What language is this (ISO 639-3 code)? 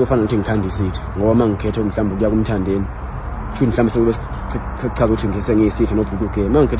zul